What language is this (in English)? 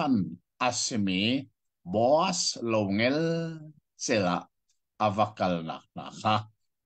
Hakha Chin